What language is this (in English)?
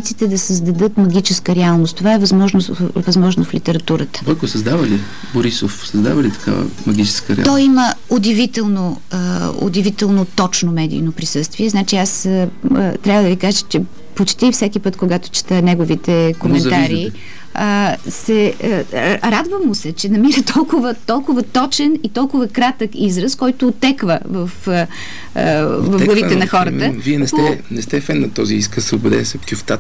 Bulgarian